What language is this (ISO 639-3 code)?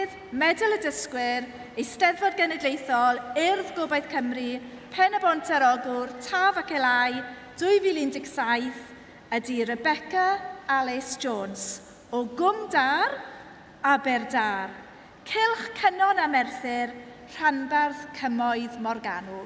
cym